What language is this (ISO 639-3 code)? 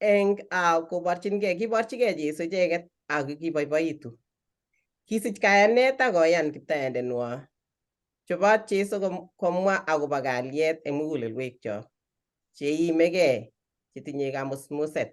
kln